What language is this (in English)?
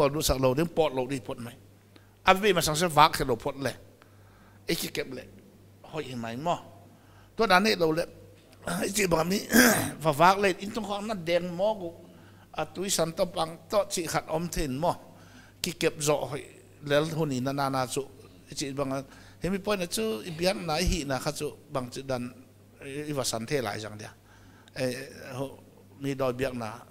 Paite Chin